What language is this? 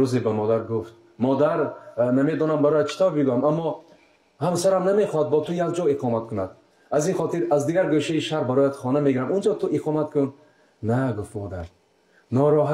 Tajik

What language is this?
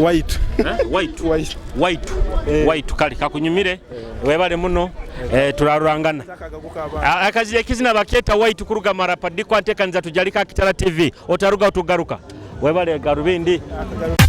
Nyoro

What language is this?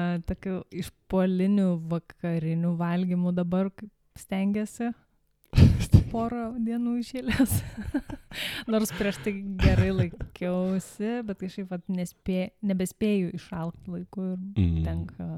Lithuanian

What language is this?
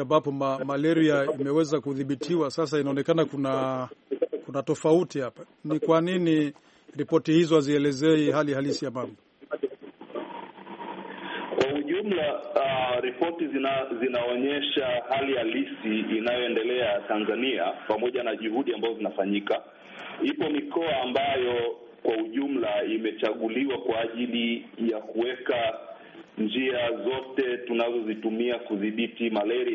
Swahili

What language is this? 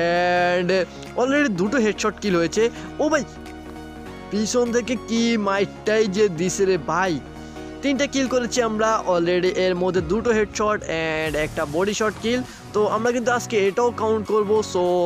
Bangla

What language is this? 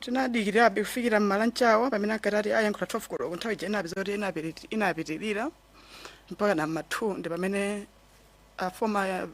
Nyanja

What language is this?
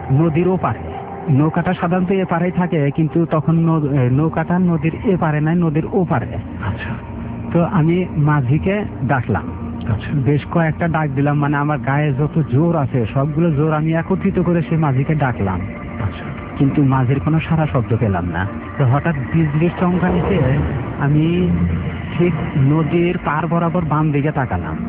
Bangla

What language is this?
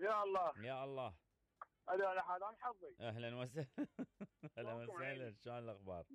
Mesopotamian Arabic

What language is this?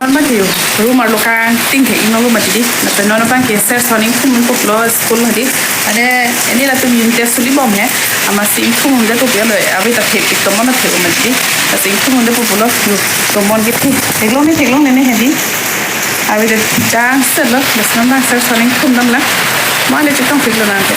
Karbi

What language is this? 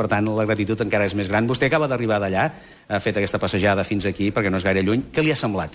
Catalan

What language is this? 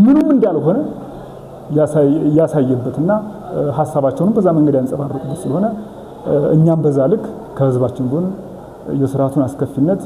Amharic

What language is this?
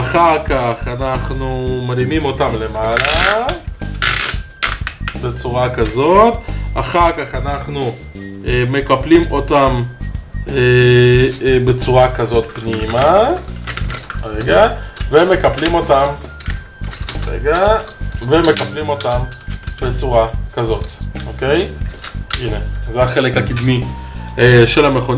Hebrew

